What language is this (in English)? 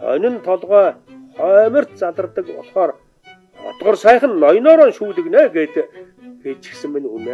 Mongolian